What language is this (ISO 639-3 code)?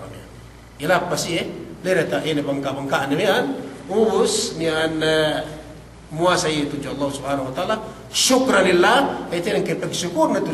yka